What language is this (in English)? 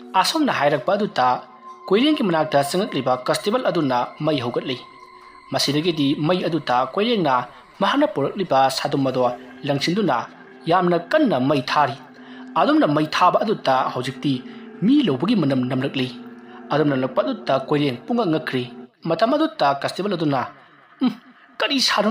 Manipuri